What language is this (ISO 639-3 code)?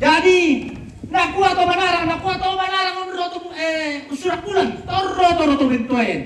sda